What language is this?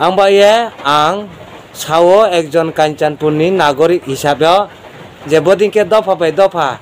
Kok Borok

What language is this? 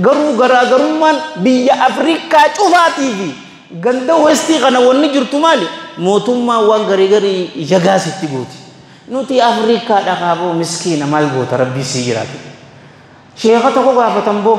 Oromo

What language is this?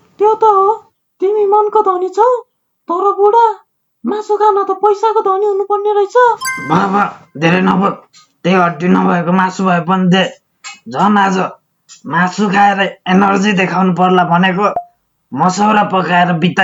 Nepali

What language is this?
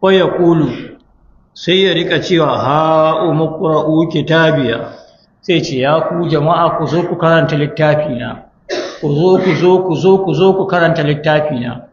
Hausa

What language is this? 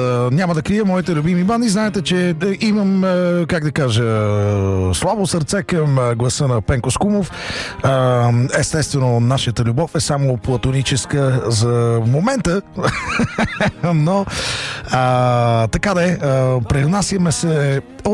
Bulgarian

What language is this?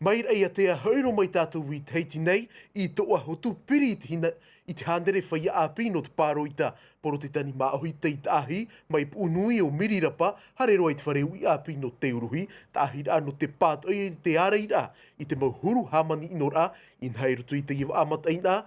Tahitian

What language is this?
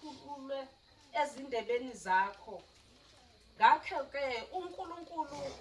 Zulu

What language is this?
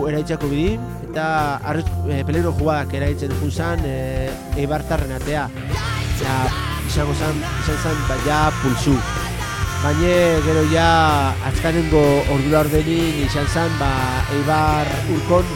Basque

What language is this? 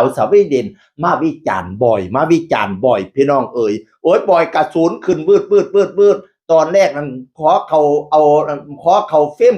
Northeastern Thai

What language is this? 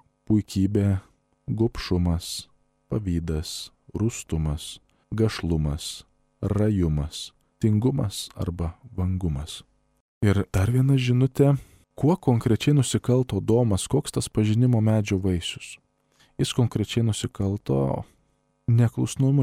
Lithuanian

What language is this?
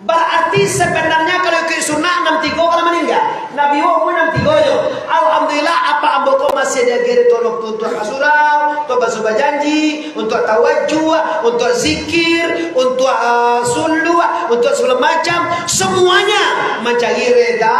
Minangkabau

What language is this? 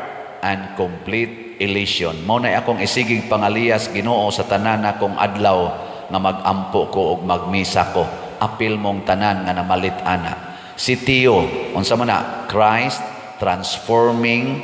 Cebuano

